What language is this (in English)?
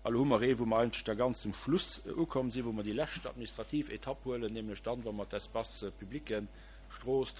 Luxembourgish